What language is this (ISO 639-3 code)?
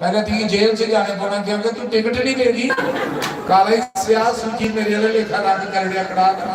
doi